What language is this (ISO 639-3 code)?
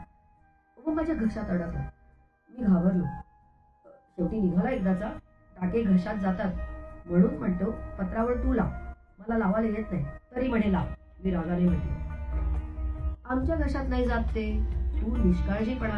mar